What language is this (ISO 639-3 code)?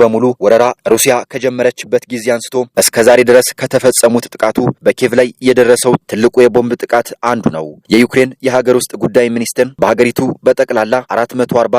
amh